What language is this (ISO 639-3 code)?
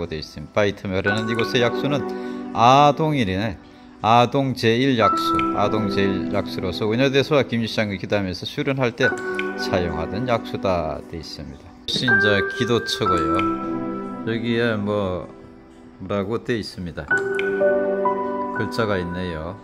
kor